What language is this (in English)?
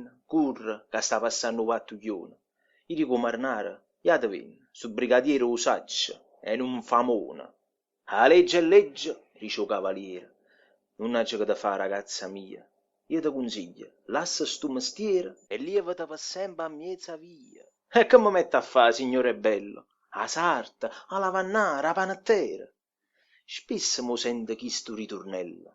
Neapolitan